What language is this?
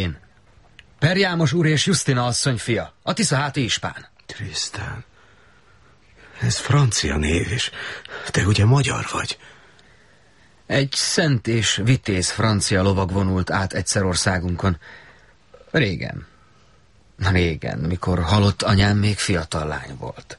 Hungarian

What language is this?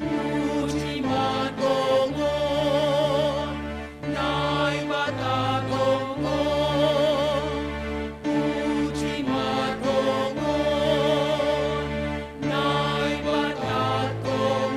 Batak Simalungun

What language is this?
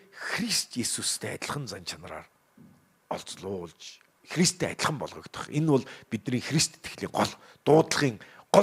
Mongolian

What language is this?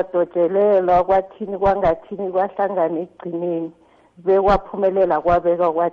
South Ndebele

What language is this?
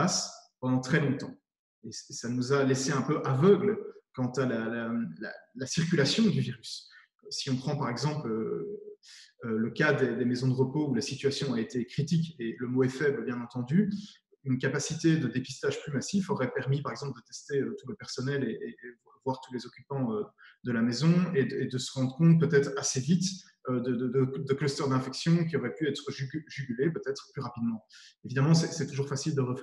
French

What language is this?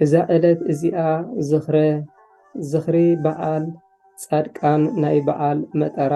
Tigrinya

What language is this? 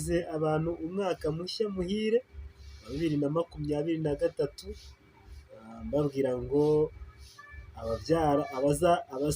Kinyarwanda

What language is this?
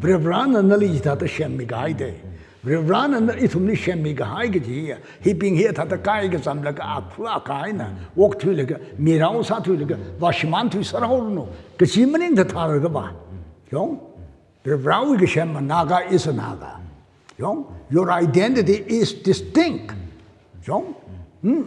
Tangkhul Naga (India)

